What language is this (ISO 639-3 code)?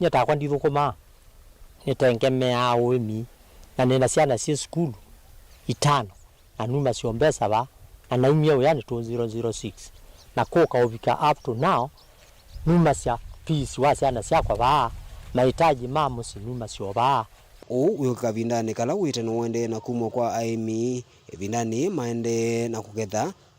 kam